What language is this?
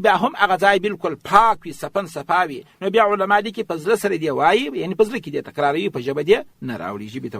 Pashto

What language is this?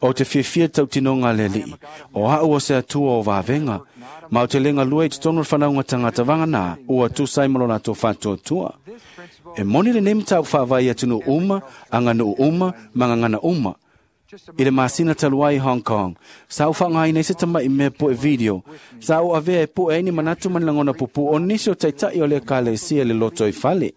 Samoan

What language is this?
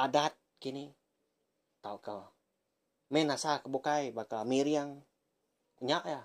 Iban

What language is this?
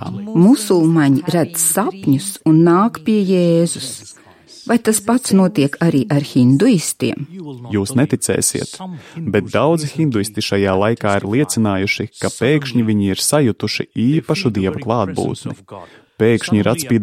Latvian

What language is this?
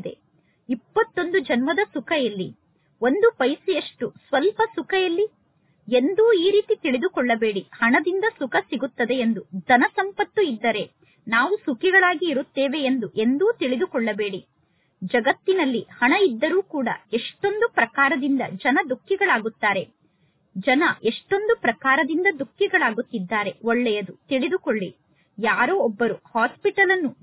Kannada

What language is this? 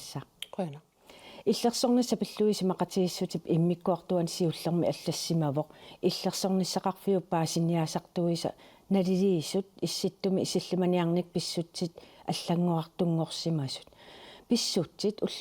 Kalaallisut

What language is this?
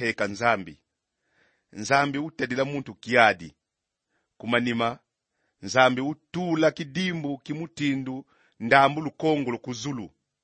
Kongo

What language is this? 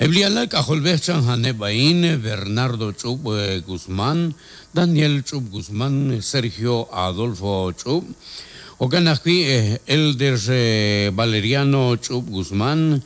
Kekchí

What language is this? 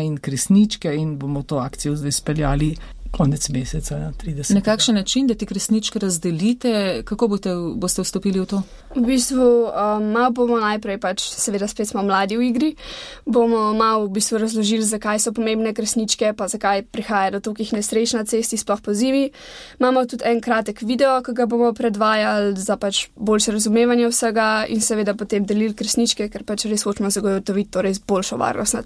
Slovenian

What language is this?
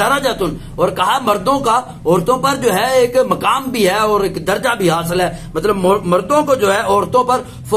Urdu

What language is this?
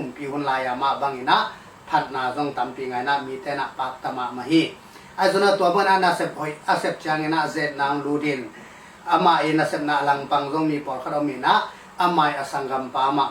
Tedim Chin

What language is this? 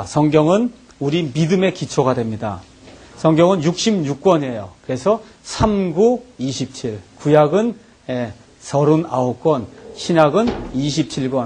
Korean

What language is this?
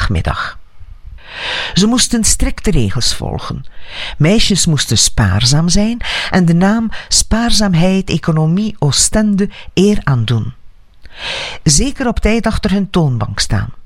Dutch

